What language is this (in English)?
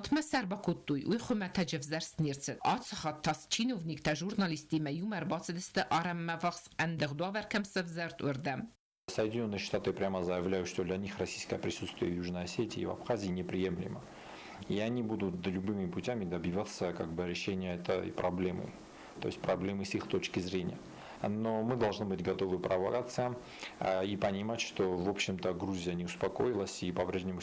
Ossetic